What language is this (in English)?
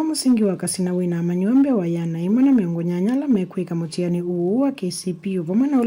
Kamba